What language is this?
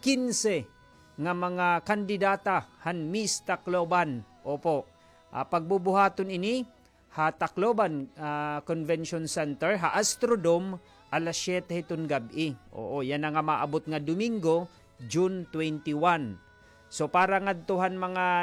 Waray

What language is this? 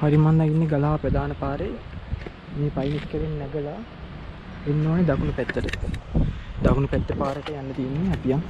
Sinhala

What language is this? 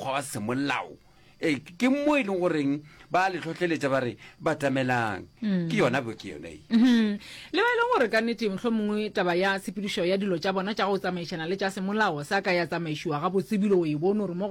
Northern Sotho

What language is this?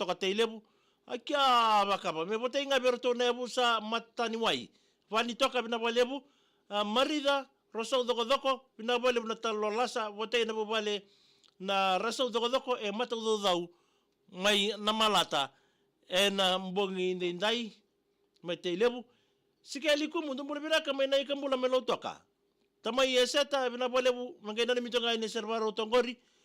Fijian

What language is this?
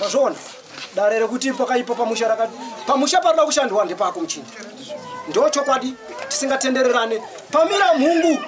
Shona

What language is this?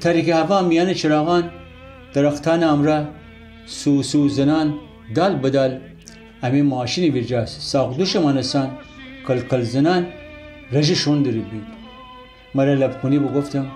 Gilaki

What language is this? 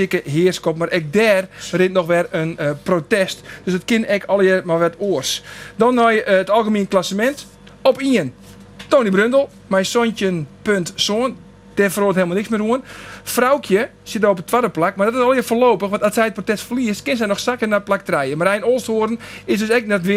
Western Frisian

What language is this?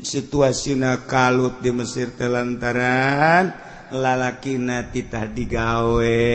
Sundanese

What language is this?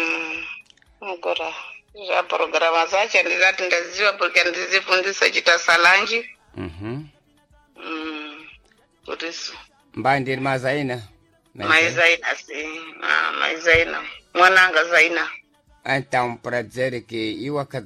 Sena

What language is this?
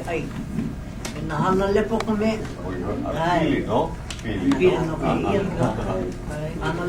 Hawaiian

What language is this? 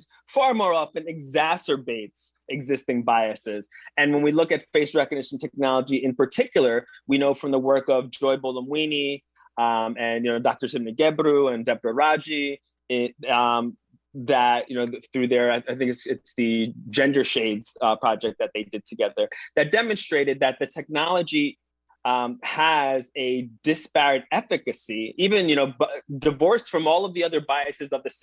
English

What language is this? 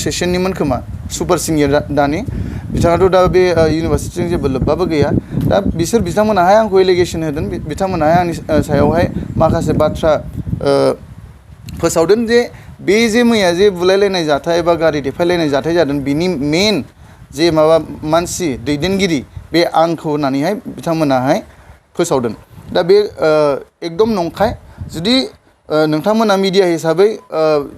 Bodo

